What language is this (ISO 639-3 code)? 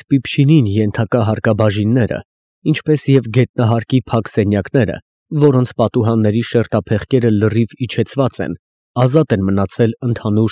hye